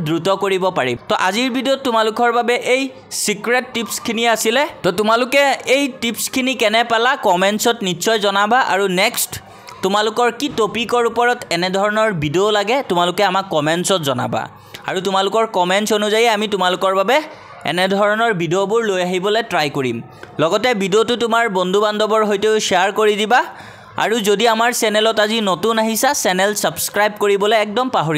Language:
Assamese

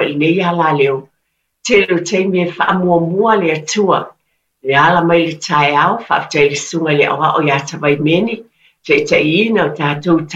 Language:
Samoan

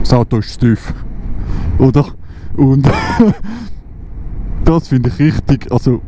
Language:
Swiss German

